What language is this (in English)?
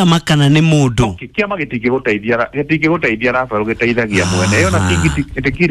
Kikuyu